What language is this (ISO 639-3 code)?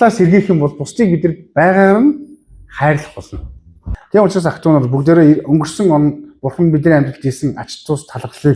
mon